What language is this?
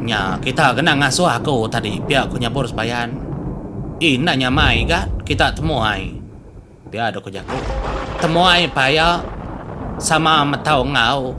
Iban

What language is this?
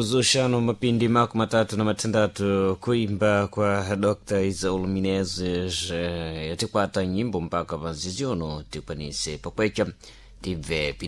Sena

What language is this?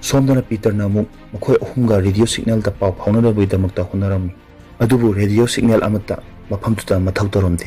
Manipuri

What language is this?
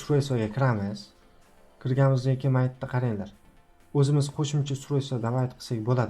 Uzbek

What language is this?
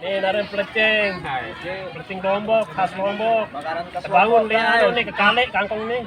Sasak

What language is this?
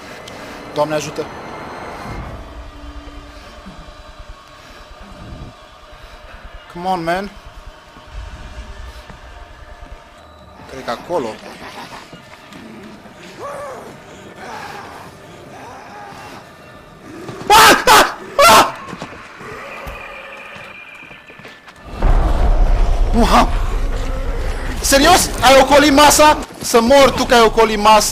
Romanian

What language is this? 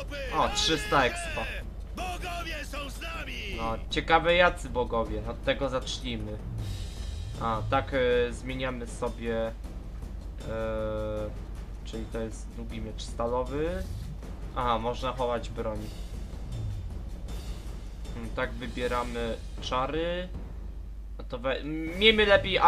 Polish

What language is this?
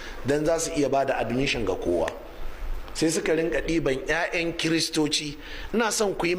Hausa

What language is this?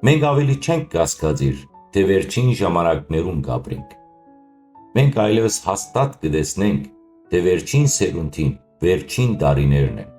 Western Armenian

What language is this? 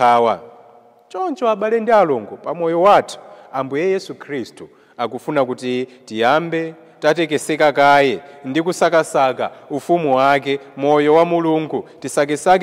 Nyanja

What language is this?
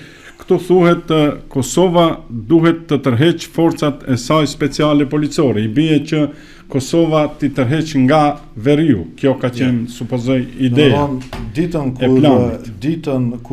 Albanian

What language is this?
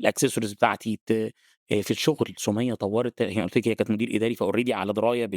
Egyptian Arabic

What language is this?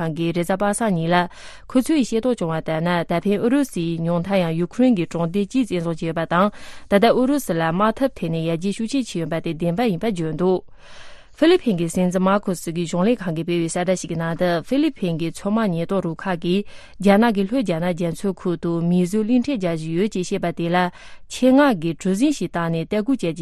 Tibetan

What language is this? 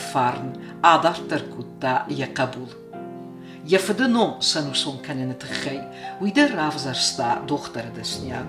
Ossetic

